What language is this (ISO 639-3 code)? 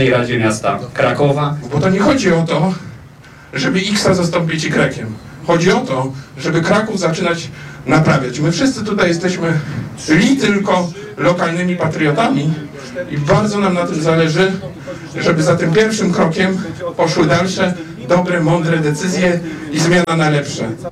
pol